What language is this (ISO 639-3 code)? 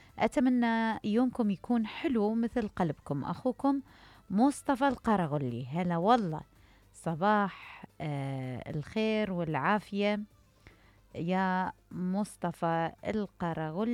acm